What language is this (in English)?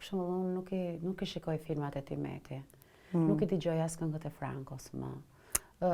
Albanian